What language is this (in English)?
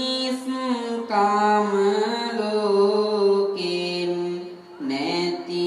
Sinhala